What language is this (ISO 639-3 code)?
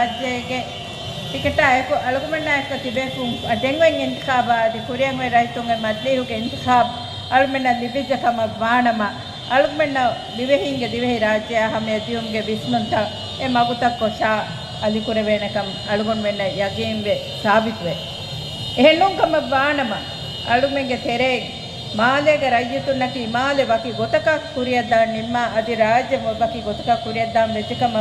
div